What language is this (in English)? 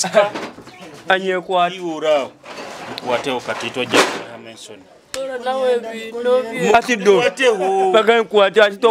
Nyoro